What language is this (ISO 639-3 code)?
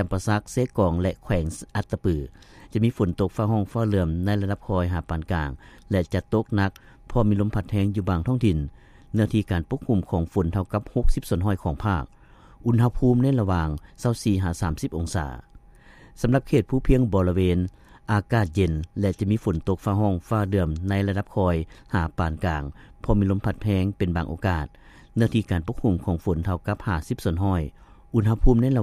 lao